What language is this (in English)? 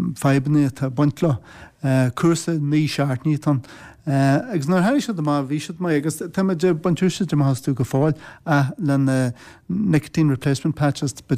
Irish